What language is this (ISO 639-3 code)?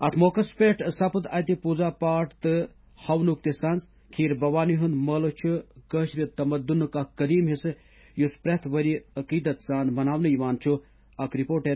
kas